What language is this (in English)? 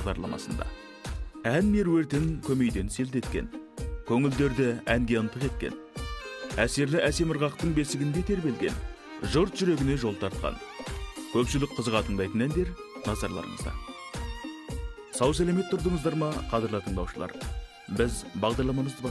Kazakh